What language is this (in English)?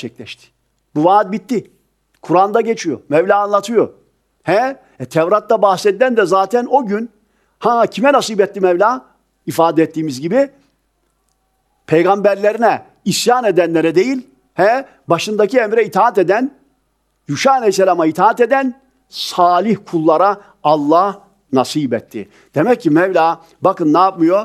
Turkish